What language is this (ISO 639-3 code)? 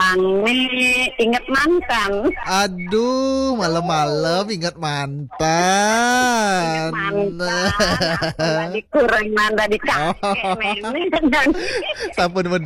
ban